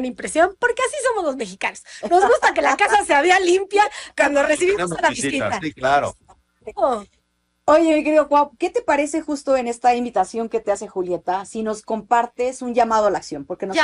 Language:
Spanish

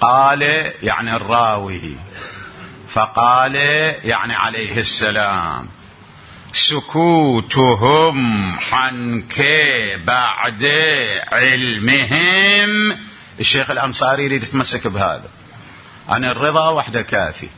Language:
Mesopotamian Arabic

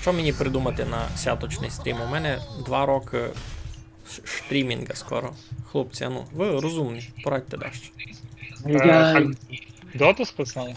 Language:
Rusyn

